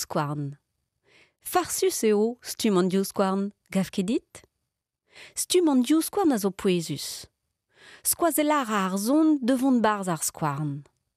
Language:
Breton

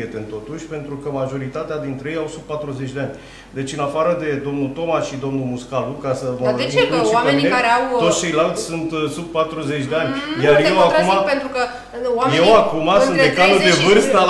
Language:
Romanian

